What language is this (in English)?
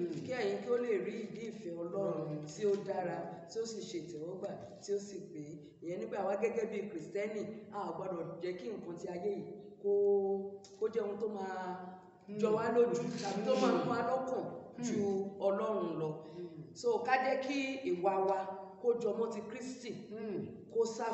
Yoruba